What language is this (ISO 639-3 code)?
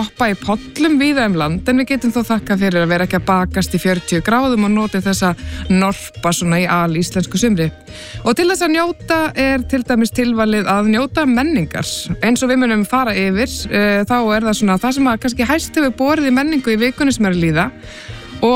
isl